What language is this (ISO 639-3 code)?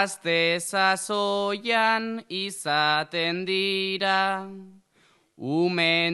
eus